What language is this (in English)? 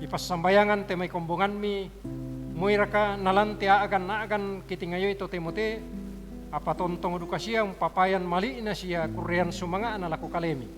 Toraja-Sa'dan